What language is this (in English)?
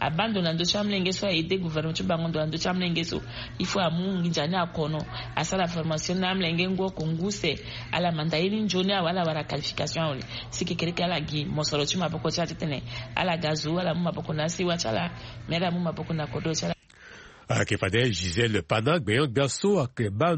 Sango